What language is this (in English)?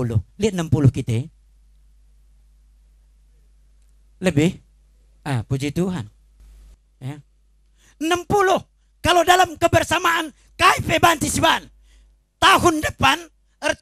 Indonesian